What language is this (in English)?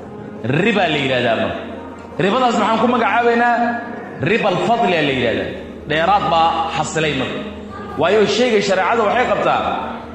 Somali